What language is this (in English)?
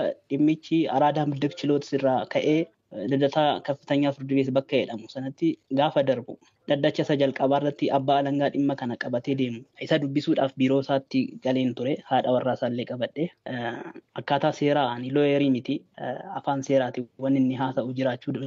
Oromo